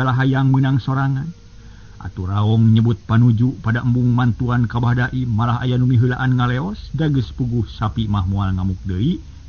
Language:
Sundanese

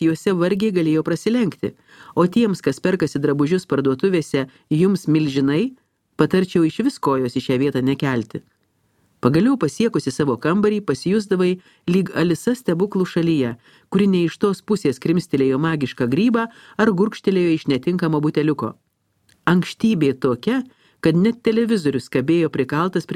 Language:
Lithuanian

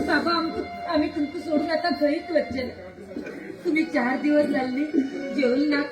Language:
Konkani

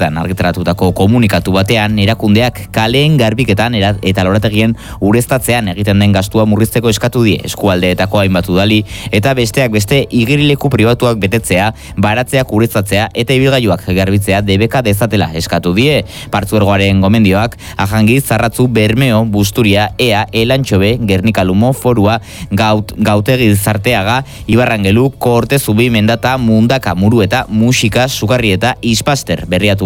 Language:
Basque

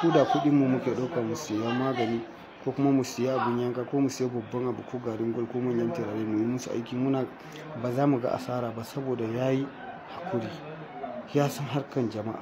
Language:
Hausa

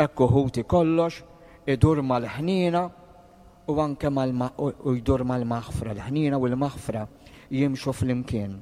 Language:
Maltese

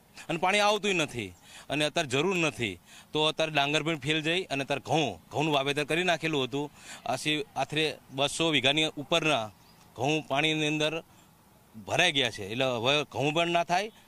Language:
Gujarati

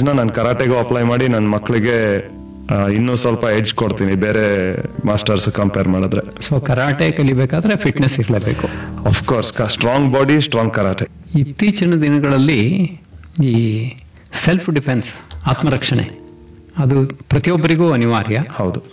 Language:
Kannada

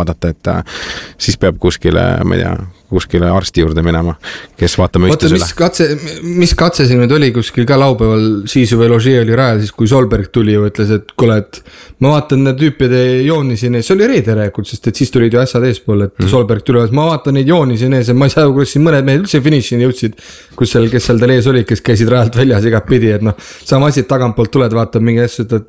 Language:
Estonian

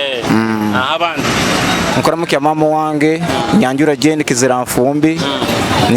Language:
Nyoro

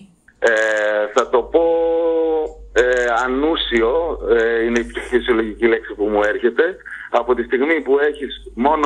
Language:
Greek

